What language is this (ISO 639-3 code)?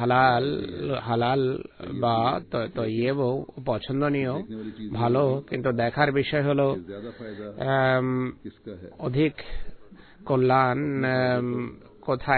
ben